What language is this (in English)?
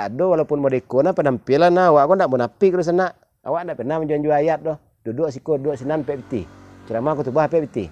Minangkabau